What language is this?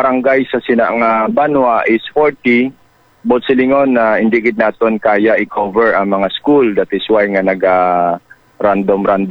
Hiligaynon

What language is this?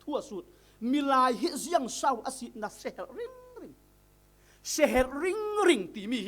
Falam Chin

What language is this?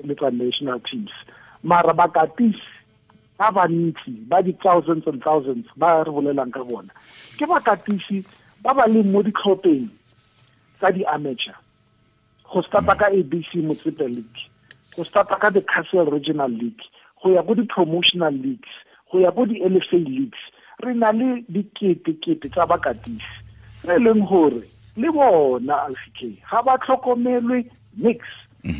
Tswana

